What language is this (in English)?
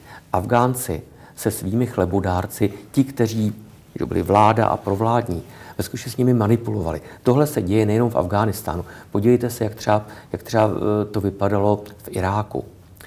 Czech